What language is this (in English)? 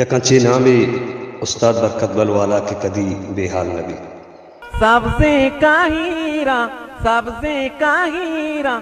Baluchi